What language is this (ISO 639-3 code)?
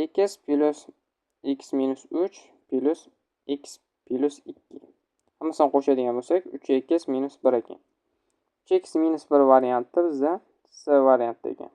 uzb